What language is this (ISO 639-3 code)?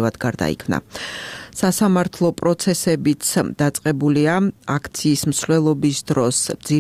kat